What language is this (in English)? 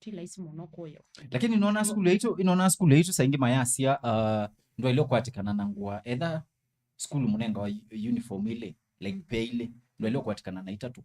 Kamba